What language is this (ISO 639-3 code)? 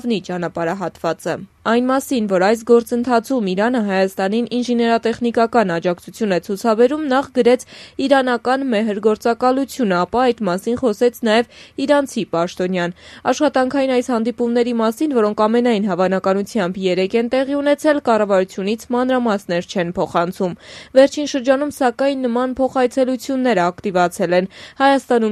hye